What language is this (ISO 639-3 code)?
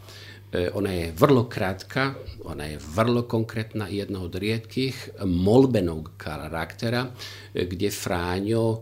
hrv